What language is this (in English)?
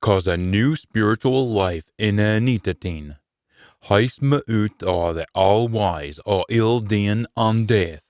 Scots